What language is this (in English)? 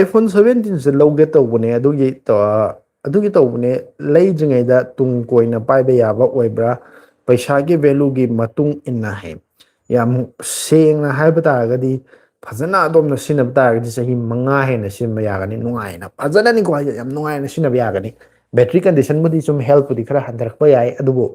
Manipuri